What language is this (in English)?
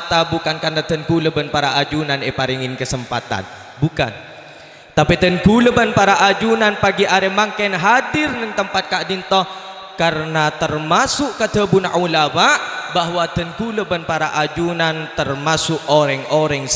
Madurese